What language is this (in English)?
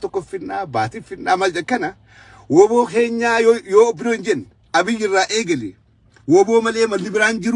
Oromo